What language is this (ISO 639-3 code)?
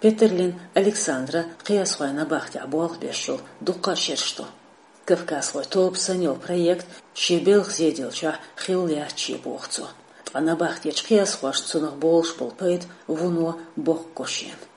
che